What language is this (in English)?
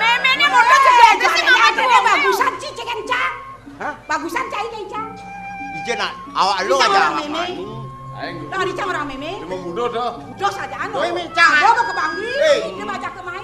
Balinese